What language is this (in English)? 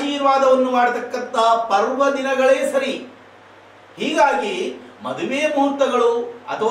Kannada